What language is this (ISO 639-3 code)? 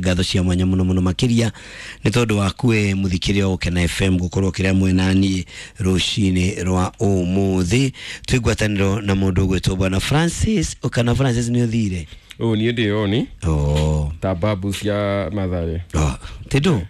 kik